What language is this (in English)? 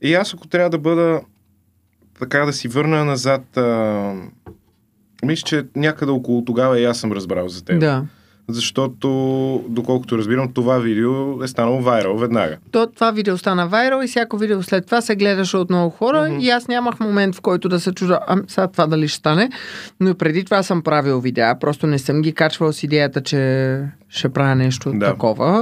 Bulgarian